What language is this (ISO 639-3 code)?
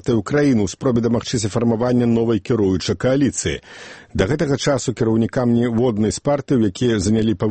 bel